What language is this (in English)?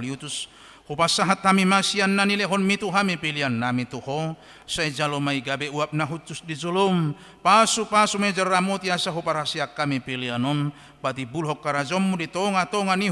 Batak Toba